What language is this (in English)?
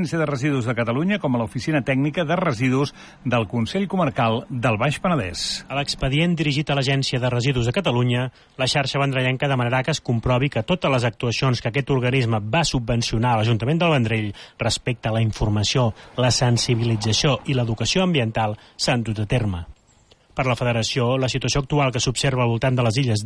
Catalan